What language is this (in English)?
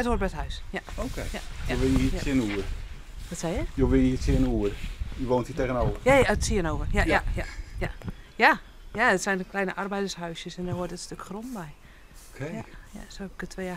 Western Frisian